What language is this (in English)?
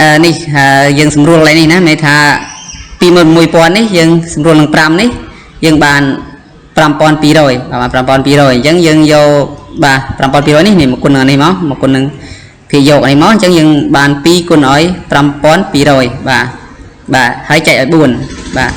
Khmer